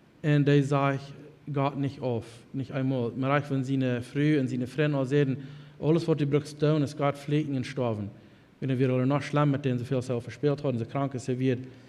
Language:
Plautdietsch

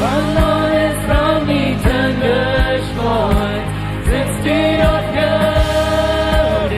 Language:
Plautdietsch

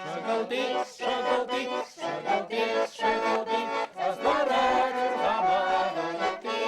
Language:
Chuvash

